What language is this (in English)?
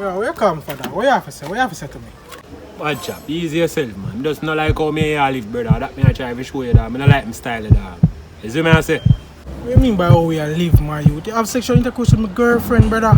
Jamaican Creole English